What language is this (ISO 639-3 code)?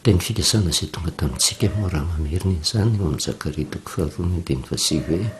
mlg